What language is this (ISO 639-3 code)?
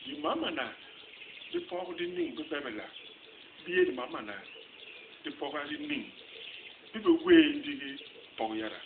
bas